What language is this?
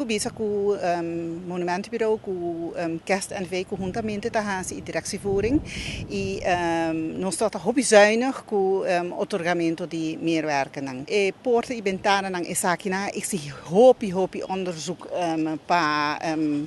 Papiamento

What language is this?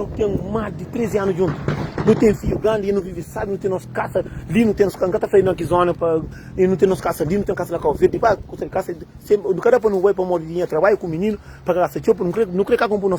Kabuverdianu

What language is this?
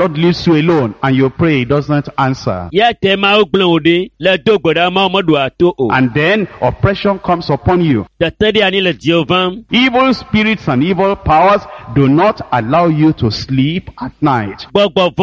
Ewe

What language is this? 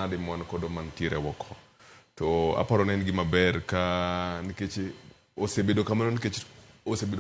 Luo (Kenya and Tanzania)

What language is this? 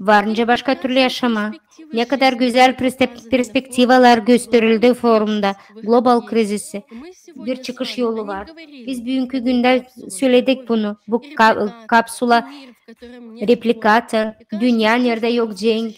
Gagauz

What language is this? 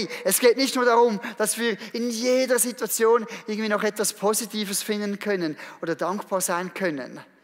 Swiss German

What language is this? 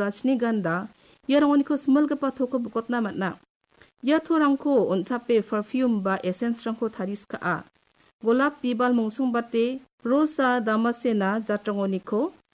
Garo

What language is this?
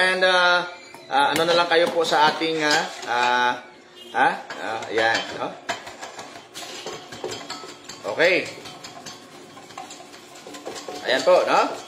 Filipino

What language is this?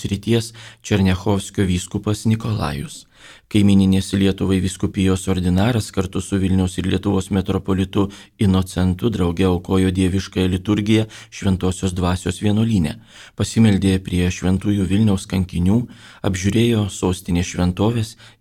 Lithuanian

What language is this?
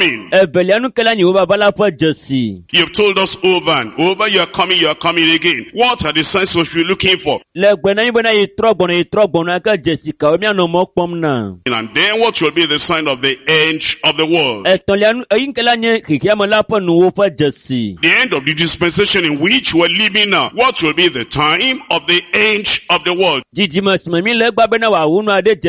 Ewe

